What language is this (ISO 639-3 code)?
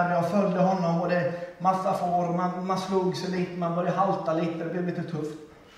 swe